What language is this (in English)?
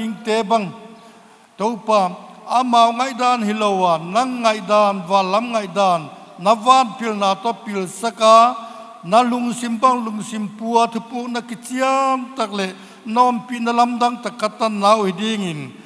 Paite Chin